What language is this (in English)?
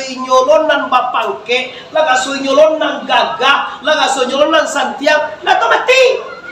Minangkabau